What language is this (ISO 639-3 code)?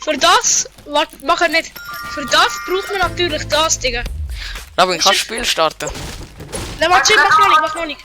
gsw